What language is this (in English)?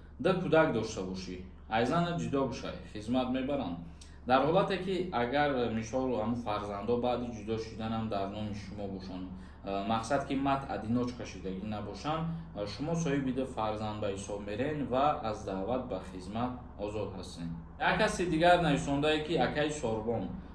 Tajik